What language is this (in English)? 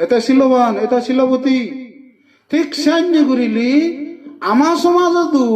Chakma